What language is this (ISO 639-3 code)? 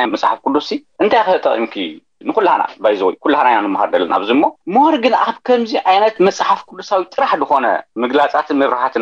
tir